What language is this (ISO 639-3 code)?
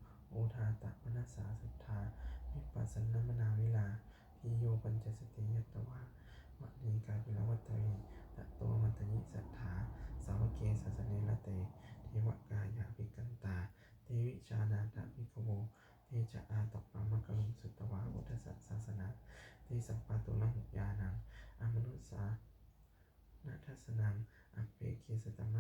pli